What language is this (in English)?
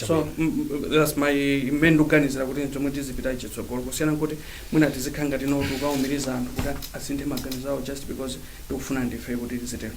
Nyanja